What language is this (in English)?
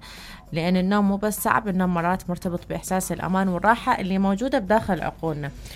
Mesopotamian Arabic